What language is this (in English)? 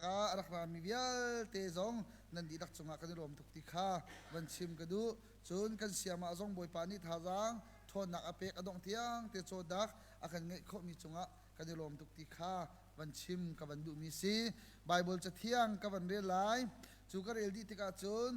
Hakha Chin